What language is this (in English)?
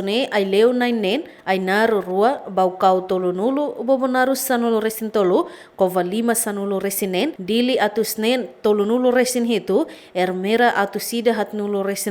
Tetum